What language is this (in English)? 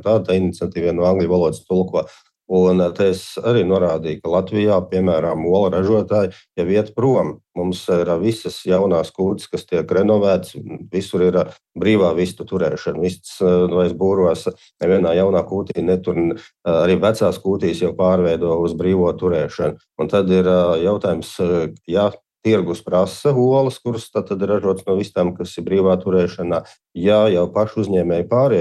Latvian